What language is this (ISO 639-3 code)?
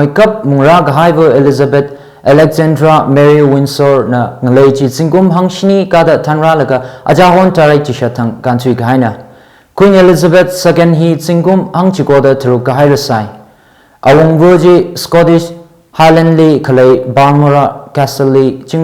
nmf